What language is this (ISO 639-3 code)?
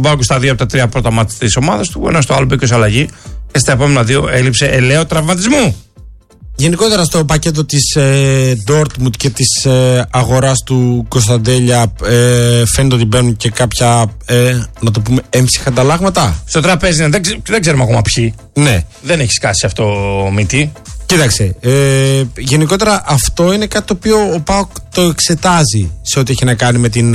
ell